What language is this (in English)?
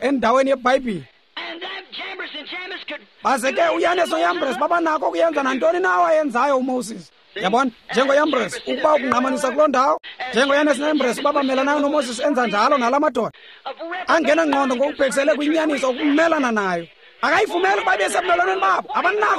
Xhosa